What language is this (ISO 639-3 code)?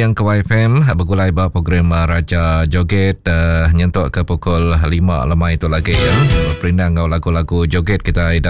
iba